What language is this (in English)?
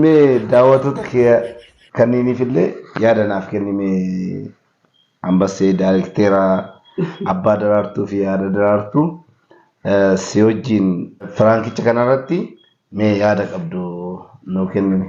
Oromo